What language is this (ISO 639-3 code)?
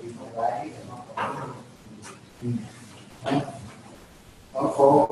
tha